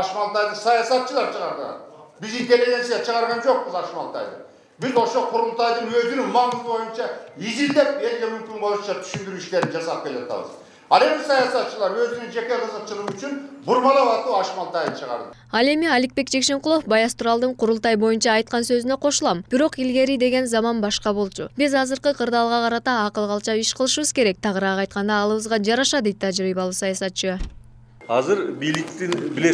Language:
Kyrgyz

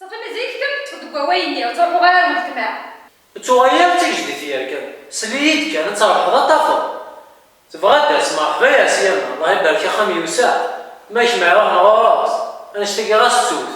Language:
Kabyle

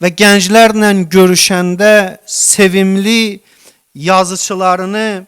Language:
Azerbaijani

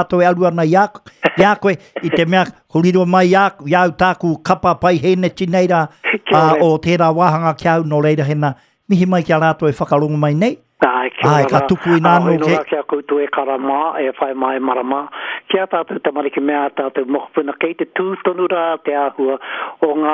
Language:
Māori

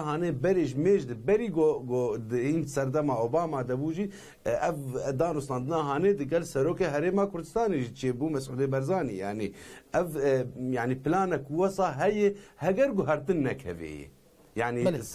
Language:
Kurdish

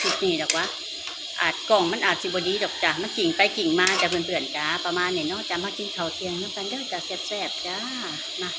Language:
Northeastern Thai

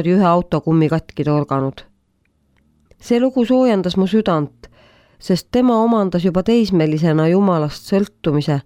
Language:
Estonian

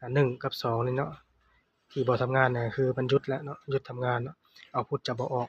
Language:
Lao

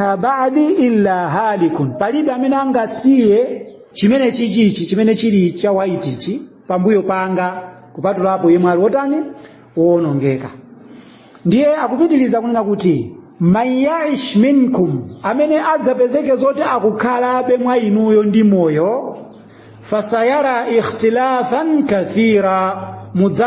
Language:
Nyanja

